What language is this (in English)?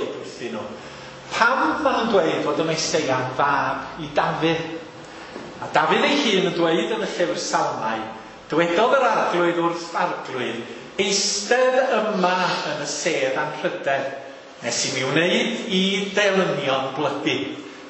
Welsh